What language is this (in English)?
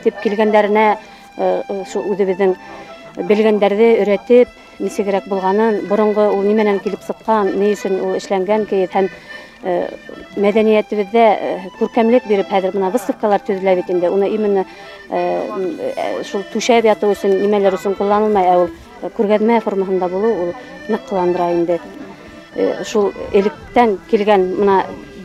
Bashkir